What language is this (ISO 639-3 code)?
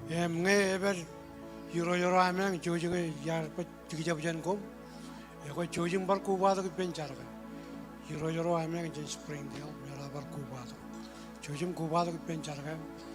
mah